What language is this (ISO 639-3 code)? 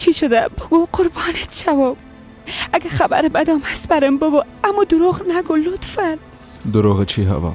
fas